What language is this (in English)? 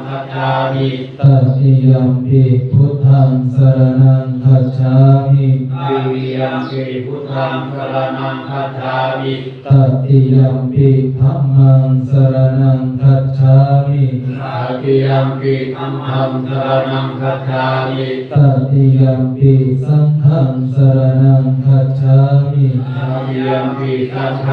Pali